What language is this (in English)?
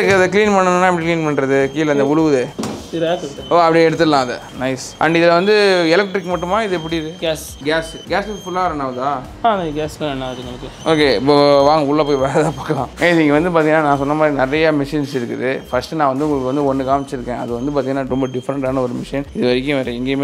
Tamil